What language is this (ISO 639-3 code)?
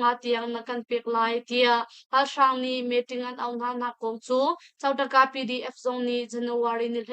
cnh